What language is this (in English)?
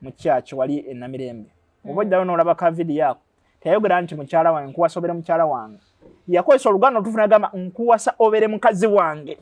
Ganda